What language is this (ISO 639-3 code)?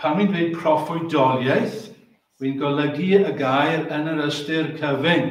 cym